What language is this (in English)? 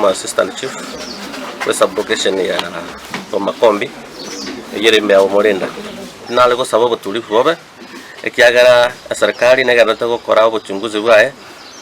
Gusii